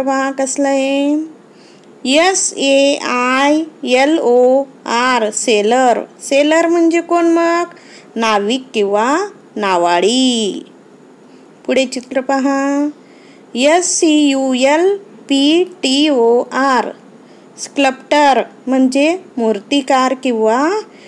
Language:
Marathi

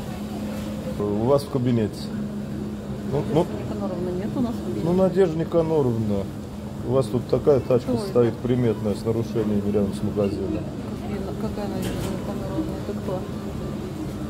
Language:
Russian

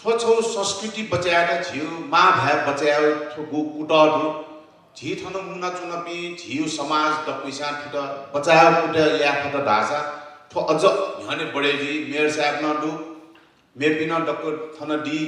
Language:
Newari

